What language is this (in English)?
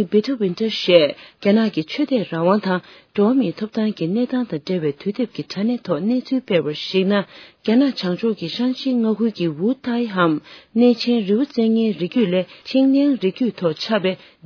Tibetan